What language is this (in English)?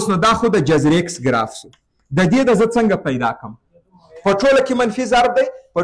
Pashto